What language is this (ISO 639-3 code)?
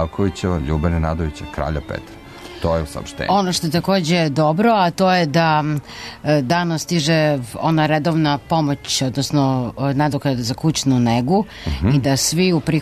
srp